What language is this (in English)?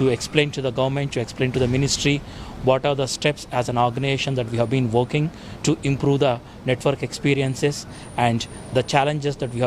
English